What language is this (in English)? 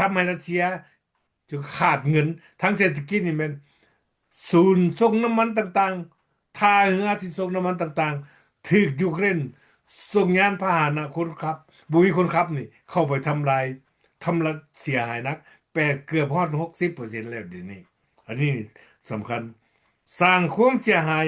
Lao